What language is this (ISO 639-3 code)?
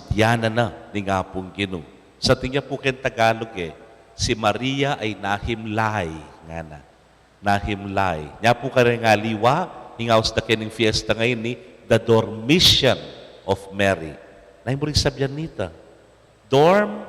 pam